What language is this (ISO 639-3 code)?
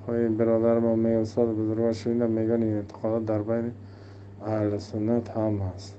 tgk